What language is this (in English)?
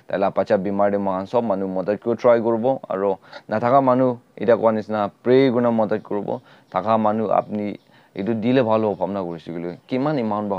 Naga Pidgin